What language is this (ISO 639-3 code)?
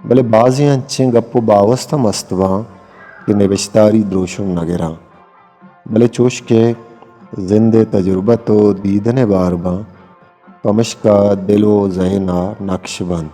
bgp